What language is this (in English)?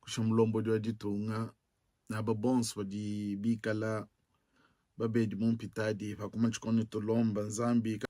Luba-Lulua